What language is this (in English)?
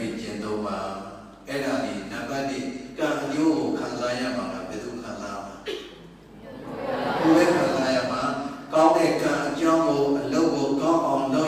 Burmese